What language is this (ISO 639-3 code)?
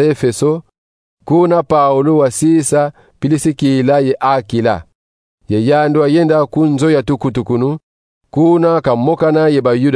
kon